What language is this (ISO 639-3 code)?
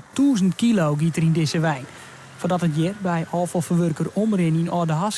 fry